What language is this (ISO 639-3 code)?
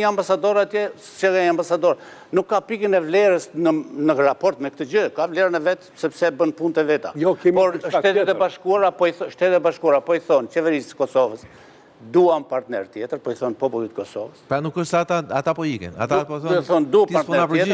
sqi